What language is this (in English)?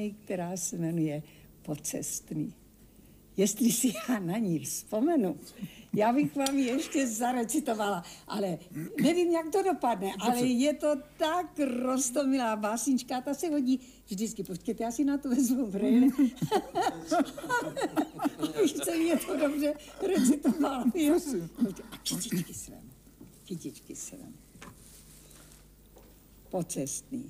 Czech